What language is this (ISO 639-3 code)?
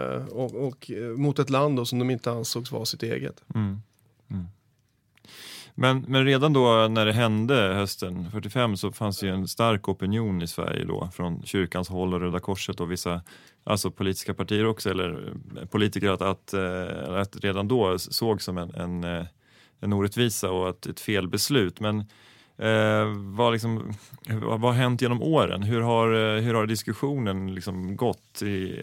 swe